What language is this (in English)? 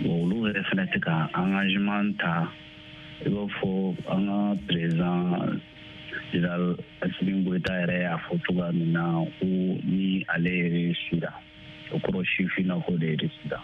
Bambara